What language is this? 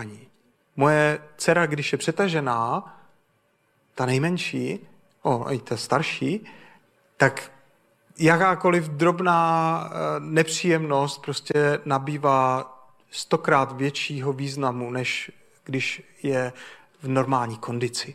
Czech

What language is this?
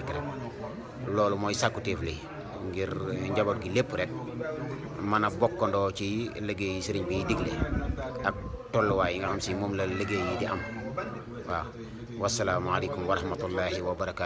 Wolof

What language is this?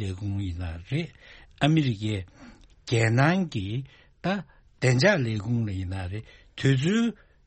Tibetan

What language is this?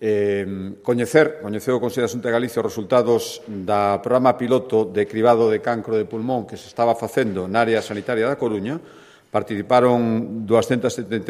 Galician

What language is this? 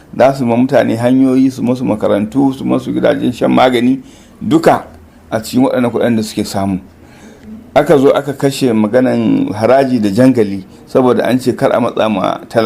Hausa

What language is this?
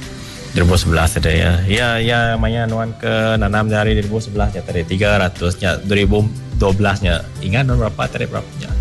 Iban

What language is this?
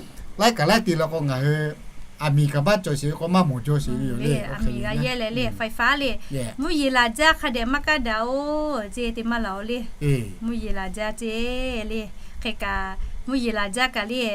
Lahu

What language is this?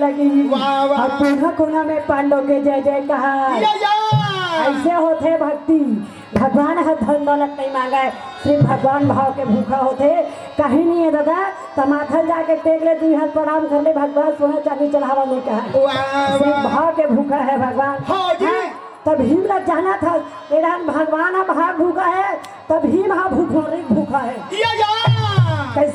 Chhattisgarhi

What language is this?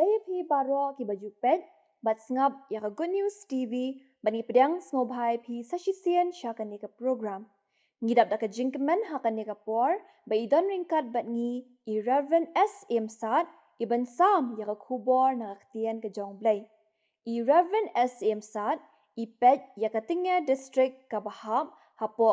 Khasi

